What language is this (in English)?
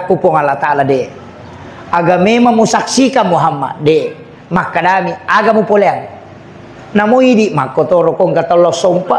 Buginese